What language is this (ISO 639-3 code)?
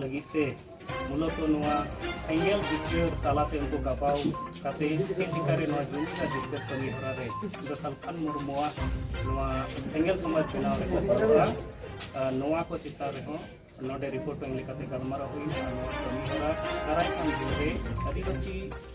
sat